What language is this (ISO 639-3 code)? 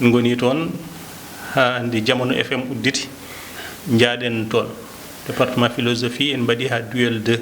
ful